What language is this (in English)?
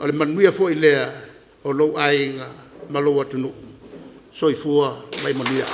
Samoan